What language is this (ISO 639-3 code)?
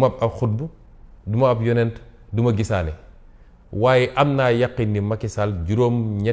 wol